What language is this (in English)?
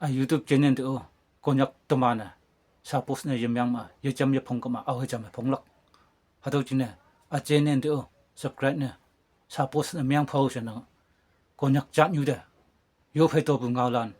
Konyak Naga